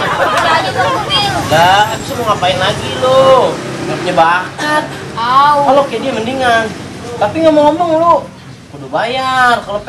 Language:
Betawi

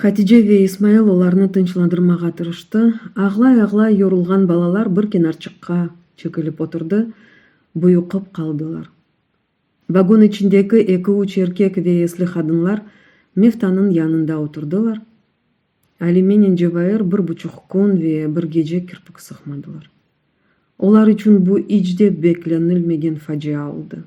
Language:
Crimean Tatar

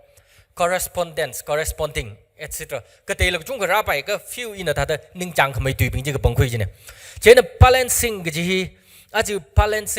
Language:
Tangkhul Naga (India)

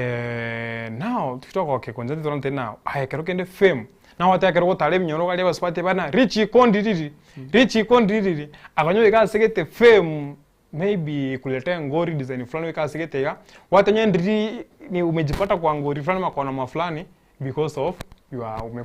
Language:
Gusii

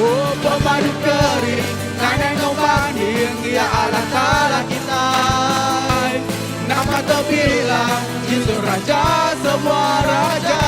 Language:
Iban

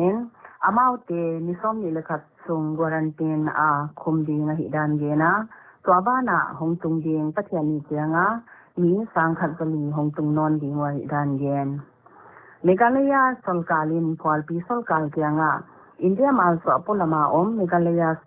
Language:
Paite Chin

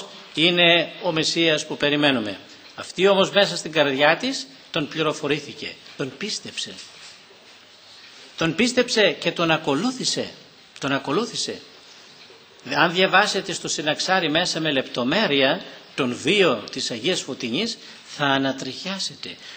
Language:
Greek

